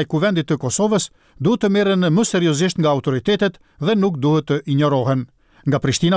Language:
Albanian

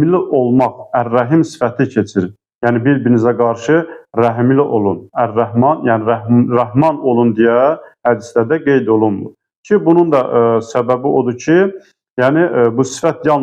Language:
Azerbaijani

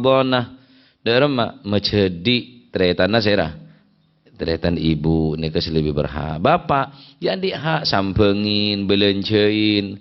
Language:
Madurese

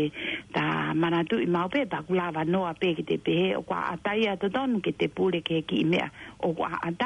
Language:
Tongan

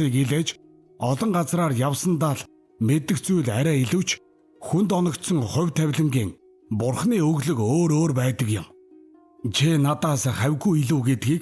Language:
Mongolian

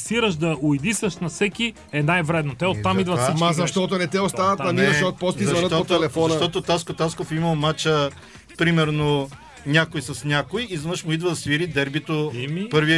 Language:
Bulgarian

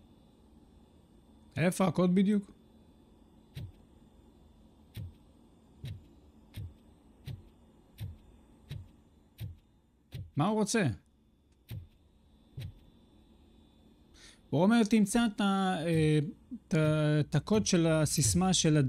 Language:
Hebrew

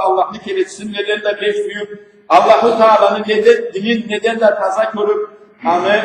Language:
Karachay-Balkar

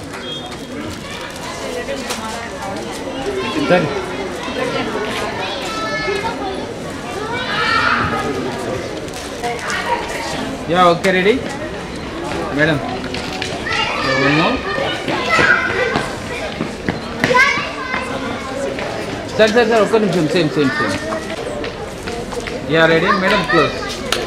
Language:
Telugu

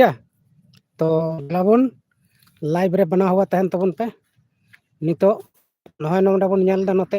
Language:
Santali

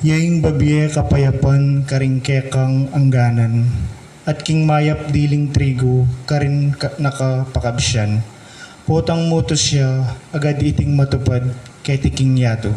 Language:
Pampanga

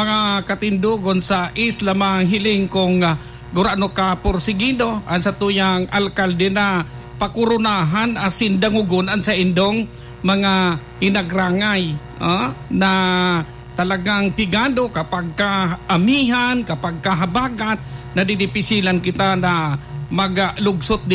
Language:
Bikol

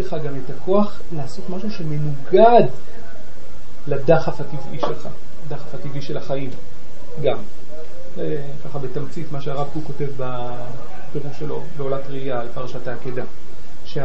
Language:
Hebrew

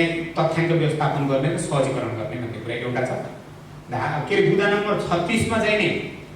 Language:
Nepali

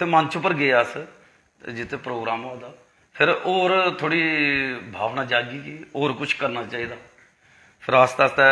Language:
Dogri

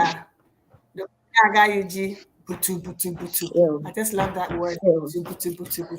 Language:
Ewe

